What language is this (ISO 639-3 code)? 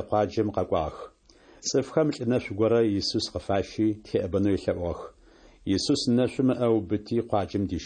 ady